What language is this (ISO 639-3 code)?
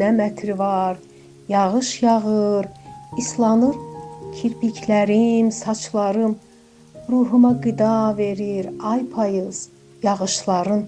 aze